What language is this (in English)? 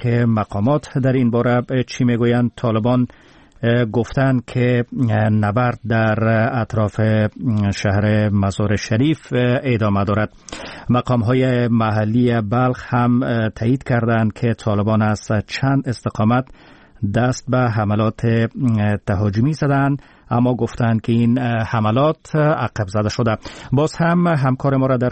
Persian